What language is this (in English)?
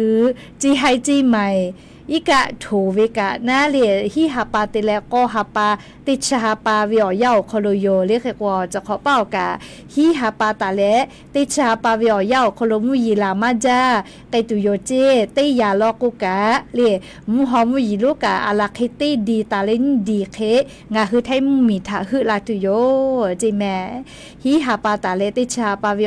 Lahu